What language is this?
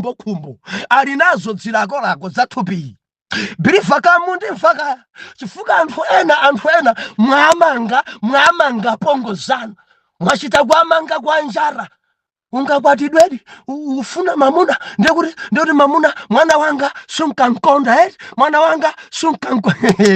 Nyanja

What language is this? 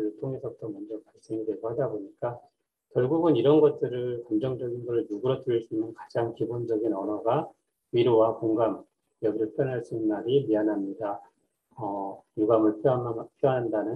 Korean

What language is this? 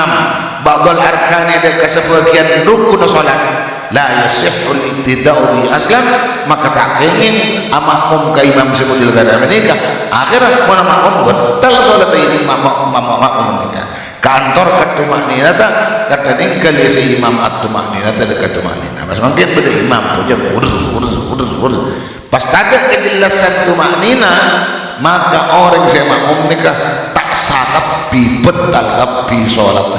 Madurese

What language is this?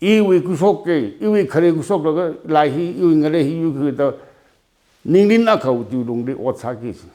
Tangkhul Naga (India)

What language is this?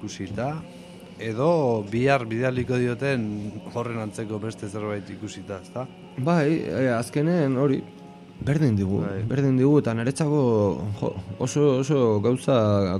Basque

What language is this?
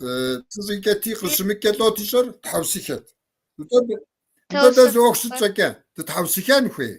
Kabardian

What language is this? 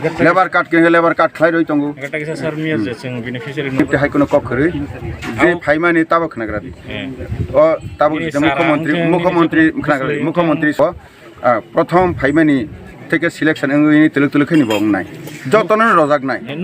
Kok Borok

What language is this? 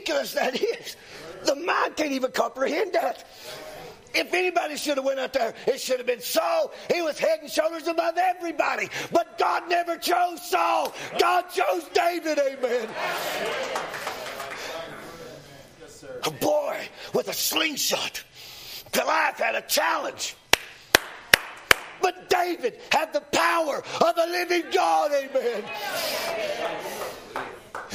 English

